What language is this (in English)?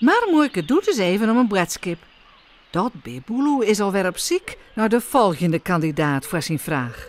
Western Frisian